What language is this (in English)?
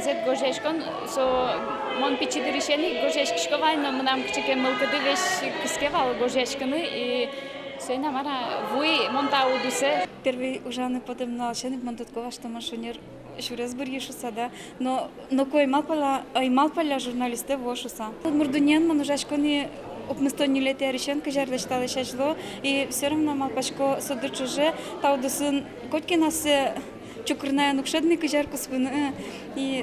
Udmurt